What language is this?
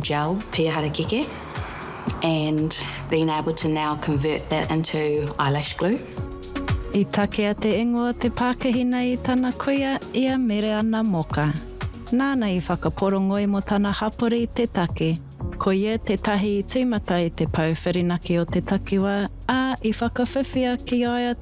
Māori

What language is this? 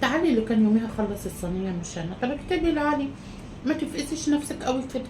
Egyptian Arabic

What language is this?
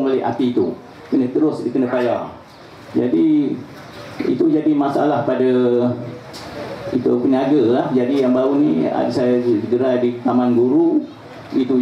Malay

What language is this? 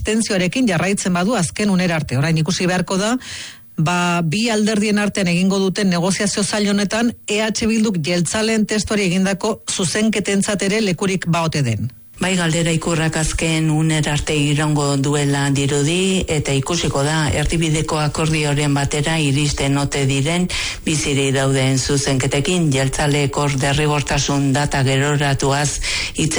Basque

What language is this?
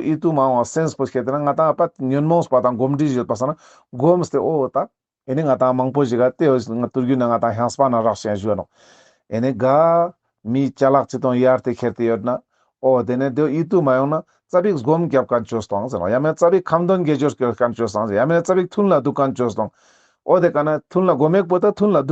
Ladakhi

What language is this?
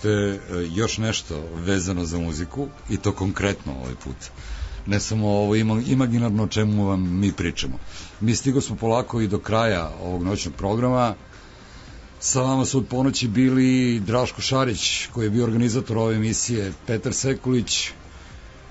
Serbian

